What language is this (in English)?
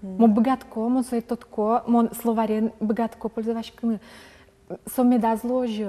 Udmurt